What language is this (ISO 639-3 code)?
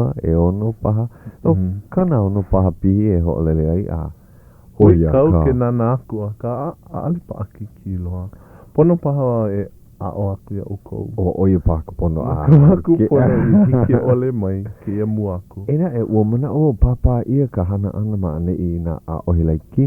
haw